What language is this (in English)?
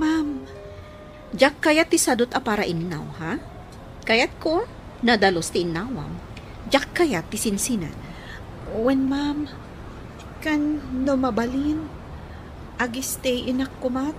Iloko